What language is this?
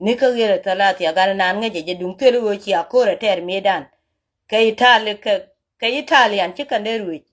Nuer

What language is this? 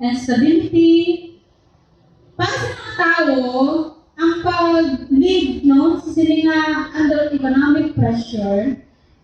Hiligaynon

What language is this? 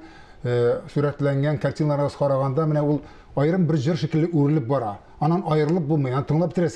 Tatar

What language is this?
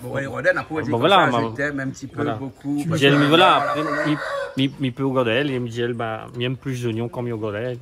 Réunion Creole French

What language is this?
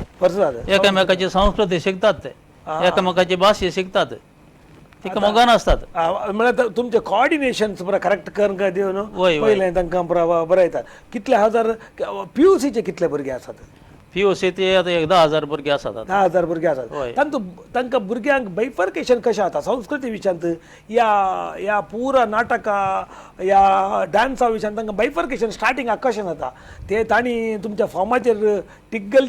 Konkani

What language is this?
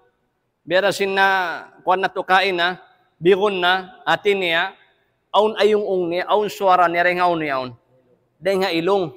Tausug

